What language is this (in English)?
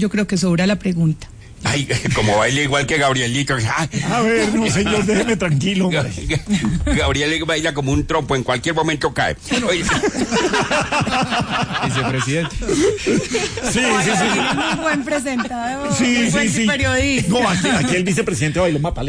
Spanish